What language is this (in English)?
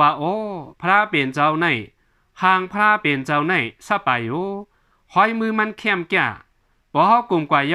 Shan